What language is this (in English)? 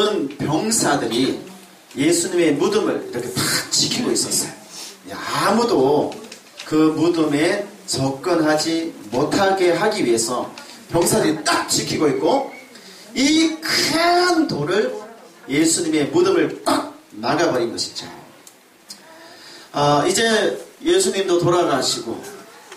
Korean